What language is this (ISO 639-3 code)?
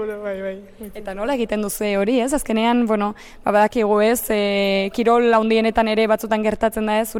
eus